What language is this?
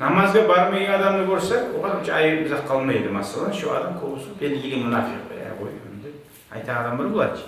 Kumyk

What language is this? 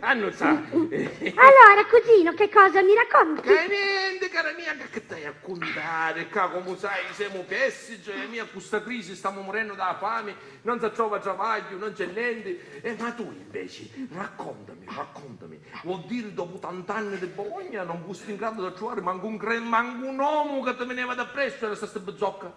Sicilian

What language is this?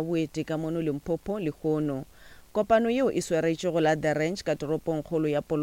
Northern Sotho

